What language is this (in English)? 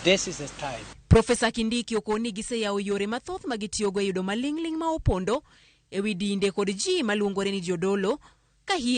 Luo (Kenya and Tanzania)